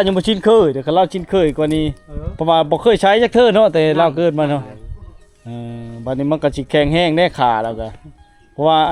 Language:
Lao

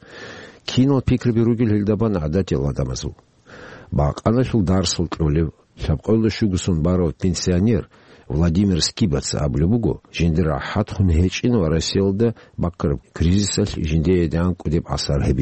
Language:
Avaric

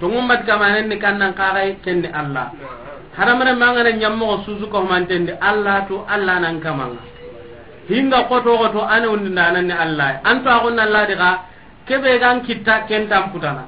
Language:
Soninke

